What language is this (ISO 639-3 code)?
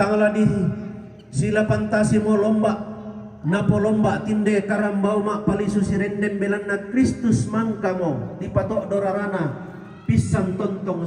sda